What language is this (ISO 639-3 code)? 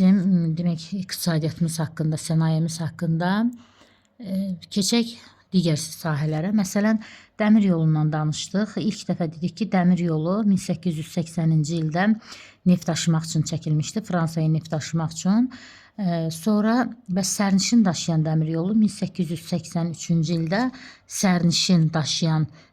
aze